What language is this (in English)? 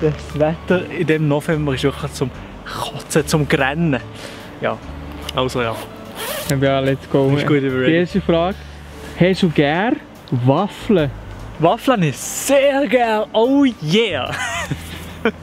Swiss German